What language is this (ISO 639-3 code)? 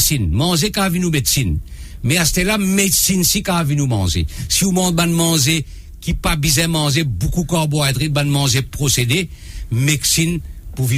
mfe